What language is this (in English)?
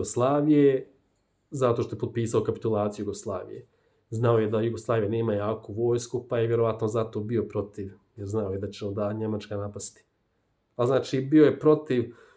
Bosnian